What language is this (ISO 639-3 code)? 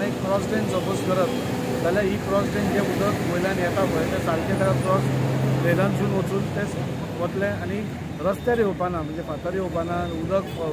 kok